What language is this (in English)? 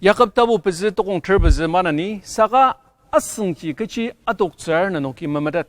Ao Naga